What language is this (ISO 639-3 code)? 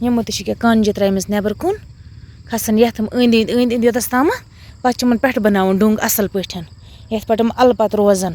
kas